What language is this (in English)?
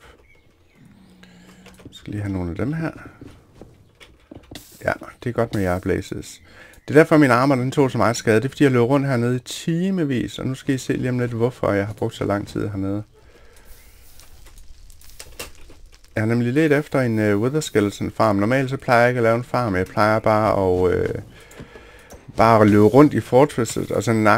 Danish